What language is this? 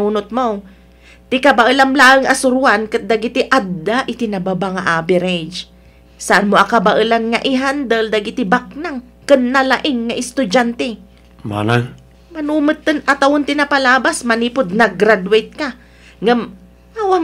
Iloko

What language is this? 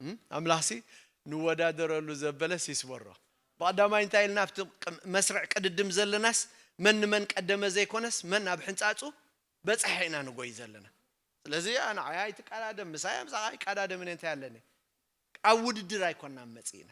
Tigrinya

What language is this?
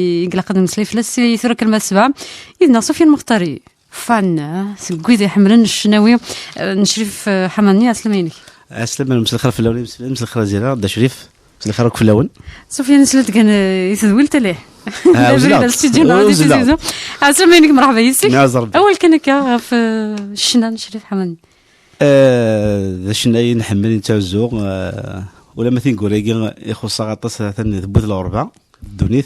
Kabyle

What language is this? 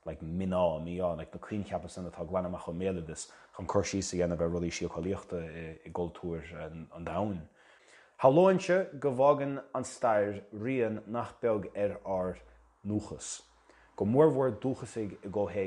Irish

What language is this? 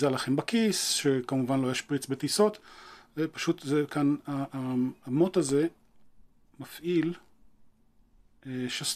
Hebrew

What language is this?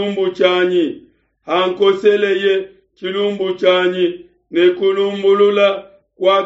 Luba-Lulua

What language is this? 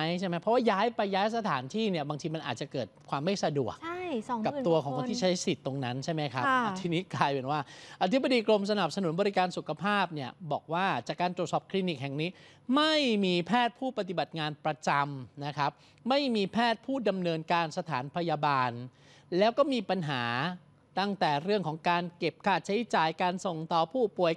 Thai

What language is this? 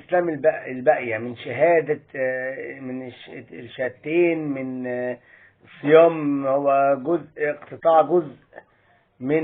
Egyptian Arabic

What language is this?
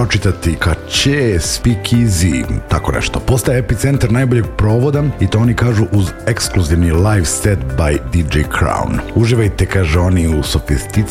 Serbian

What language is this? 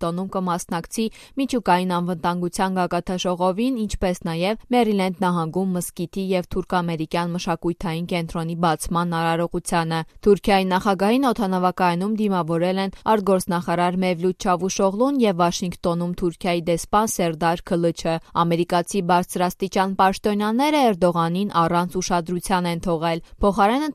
Armenian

